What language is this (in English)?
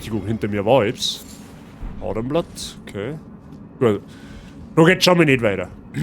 Bavarian